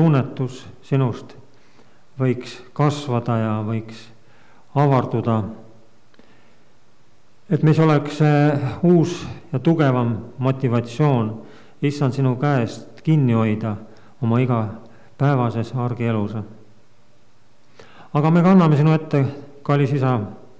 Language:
Estonian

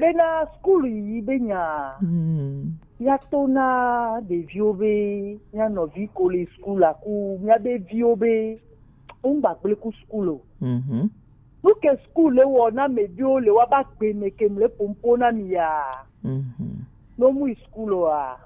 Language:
Gen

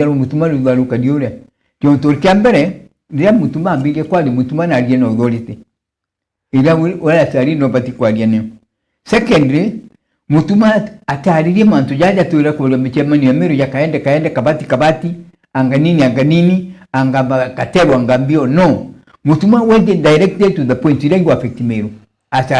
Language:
Meru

